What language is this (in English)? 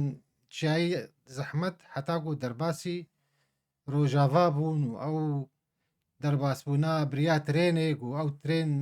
Kurdish